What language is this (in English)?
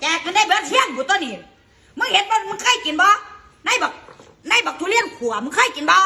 Northeastern Thai